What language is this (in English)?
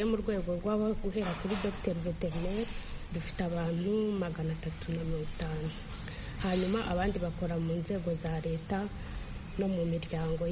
Kinyarwanda